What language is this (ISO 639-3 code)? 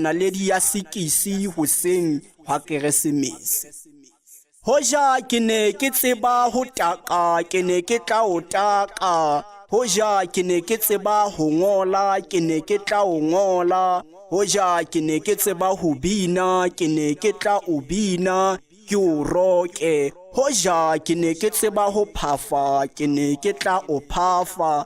sot